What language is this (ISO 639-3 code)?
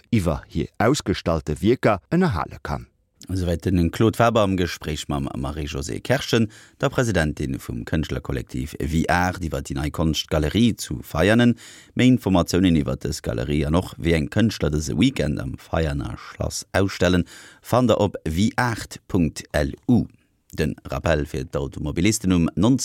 ltz